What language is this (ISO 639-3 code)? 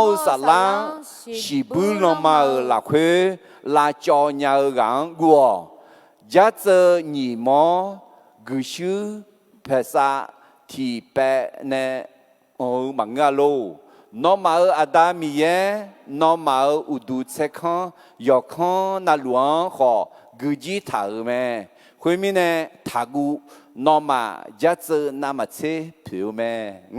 ahk